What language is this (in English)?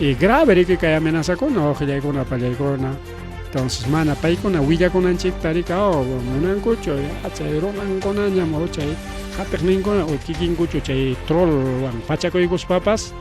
Ayacucho Quechua